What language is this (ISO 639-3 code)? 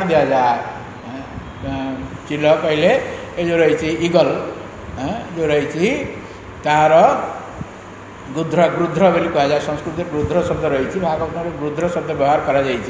ori